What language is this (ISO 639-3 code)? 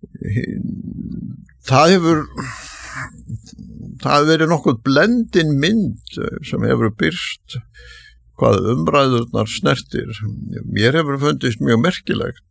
isl